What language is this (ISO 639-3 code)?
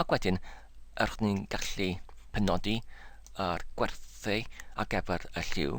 cym